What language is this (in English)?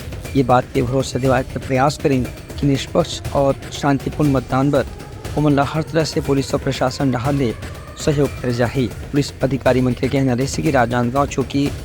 Chhattisgarhi